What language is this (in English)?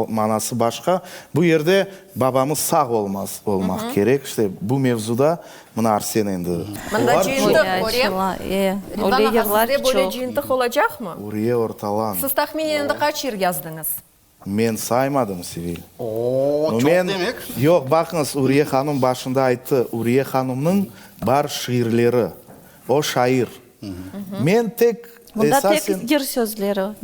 Crimean Tatar